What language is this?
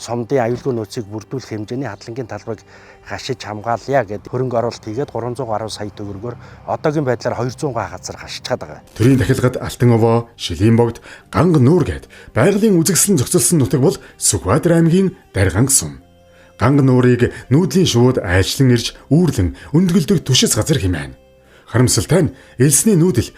Mongolian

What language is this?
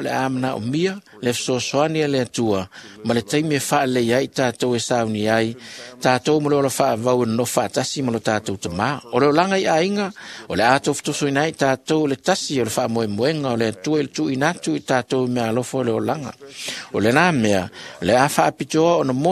Samoan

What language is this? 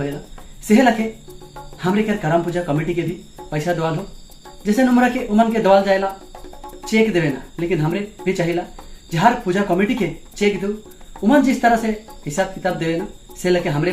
Sadri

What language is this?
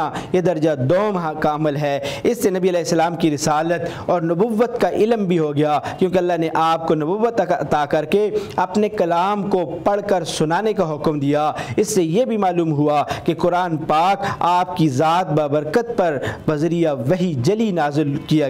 Urdu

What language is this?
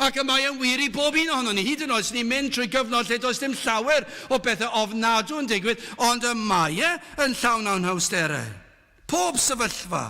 Welsh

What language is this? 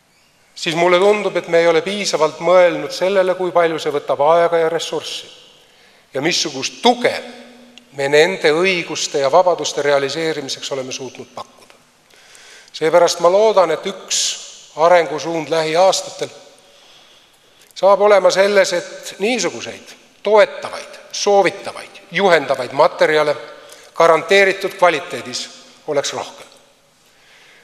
Estonian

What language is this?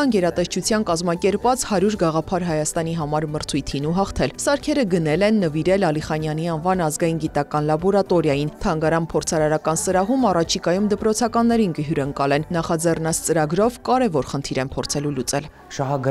Armenian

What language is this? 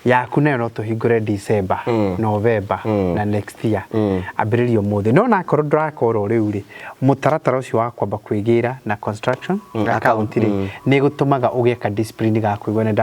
Kikuyu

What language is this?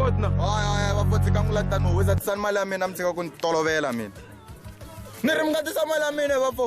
Tsonga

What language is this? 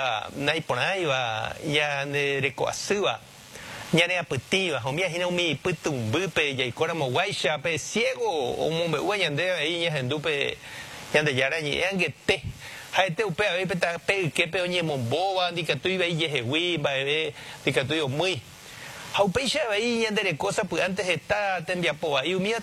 Guarani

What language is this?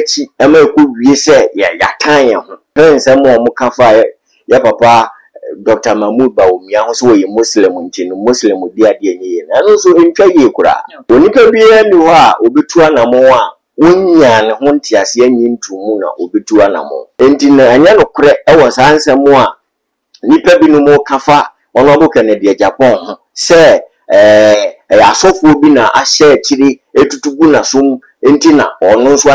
Akan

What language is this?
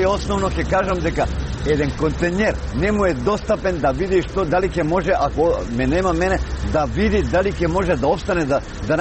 Macedonian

